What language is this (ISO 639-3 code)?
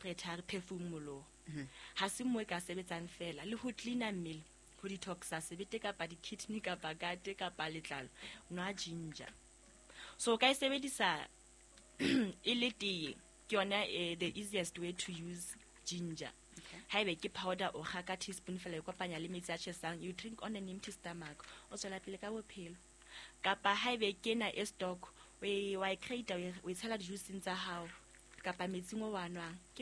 sot